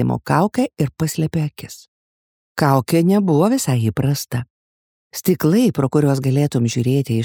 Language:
Lithuanian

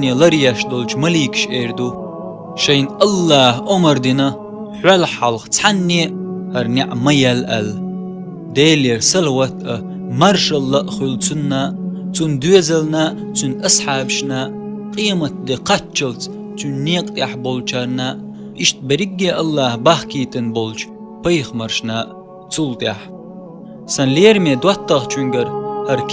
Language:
Chechen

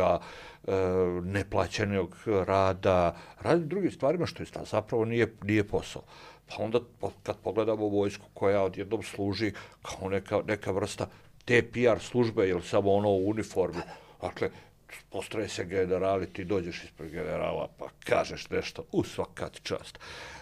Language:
Serbian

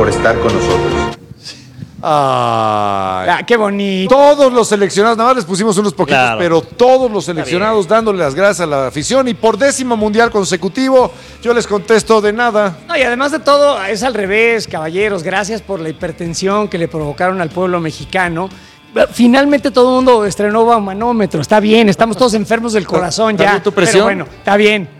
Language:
Spanish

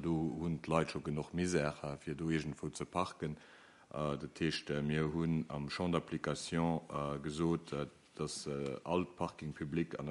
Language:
Luxembourgish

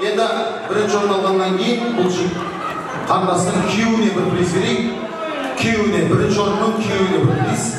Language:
Kara-Kalpak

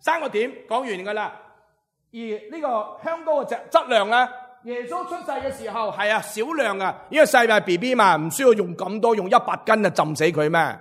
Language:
Cantonese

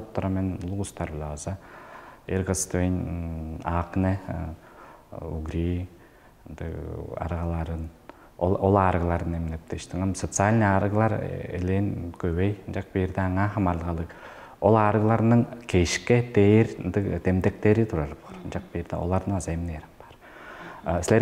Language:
Tuvinian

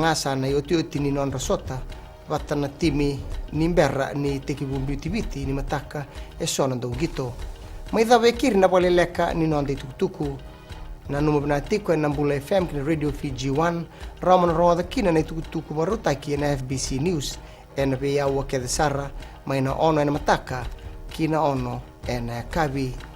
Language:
Fijian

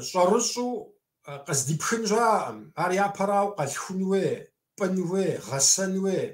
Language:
Kabardian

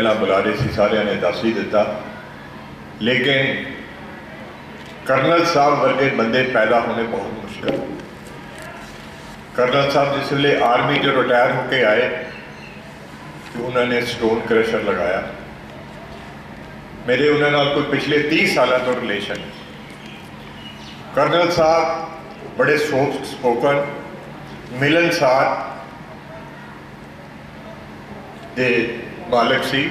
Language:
Punjabi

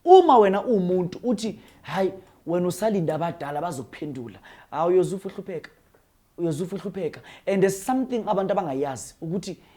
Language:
Zulu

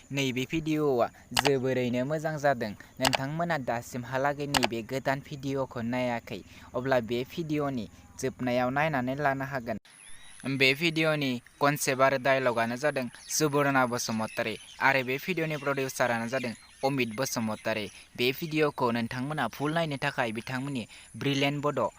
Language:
Bodo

